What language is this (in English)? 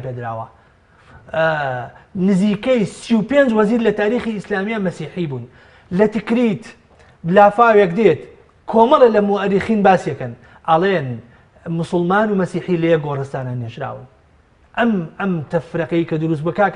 Central Kurdish